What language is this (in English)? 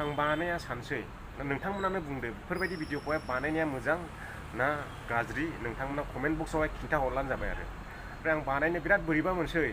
Bodo